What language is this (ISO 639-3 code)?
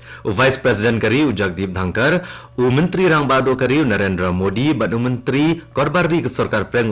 kha